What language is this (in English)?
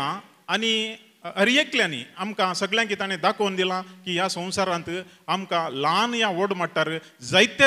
Konkani